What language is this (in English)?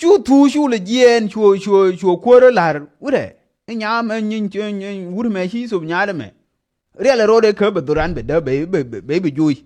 Nuer